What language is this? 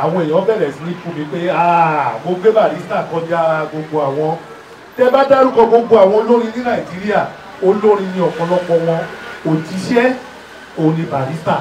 Yoruba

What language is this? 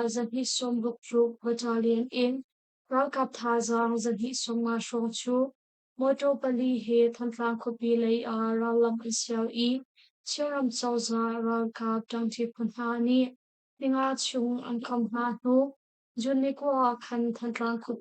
Hakha Chin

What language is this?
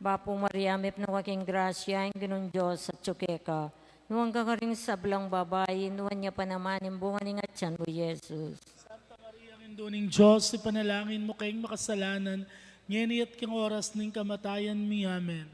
Pampanga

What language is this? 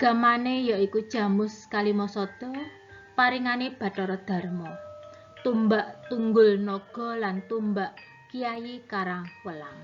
Javanese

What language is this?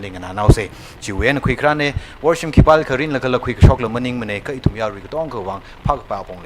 Tangkhul Naga (India)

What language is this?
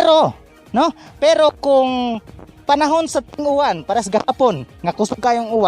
Cebuano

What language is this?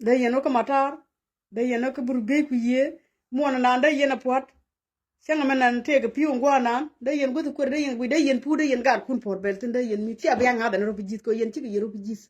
Nuer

